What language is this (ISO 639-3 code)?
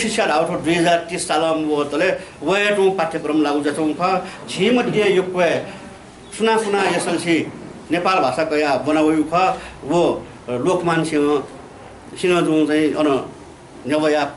new